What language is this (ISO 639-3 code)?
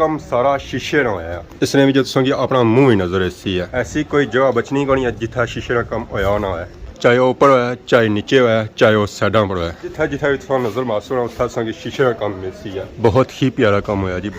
phr